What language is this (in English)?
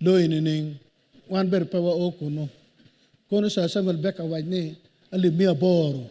Acoli